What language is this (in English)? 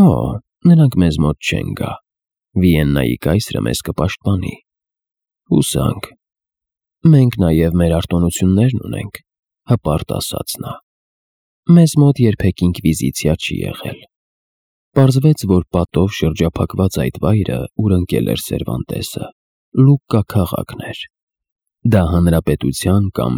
Armenian